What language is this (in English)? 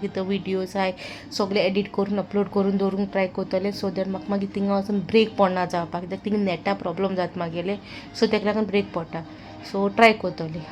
Konkani